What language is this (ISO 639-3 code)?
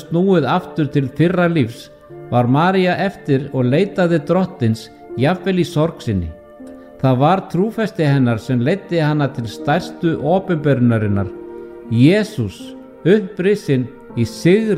isl